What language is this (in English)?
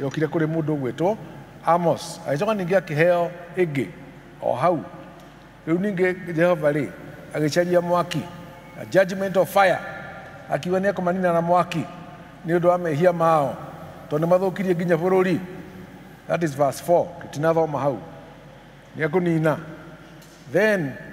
Kikuyu